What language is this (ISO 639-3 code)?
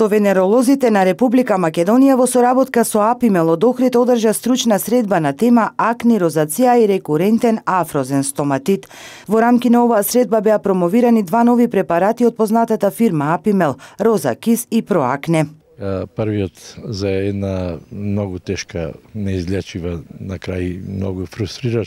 mkd